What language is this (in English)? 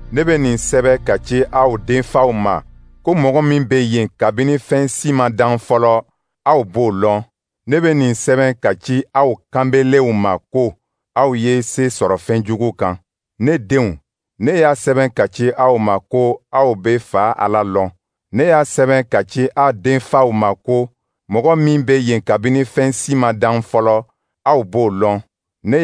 Dyula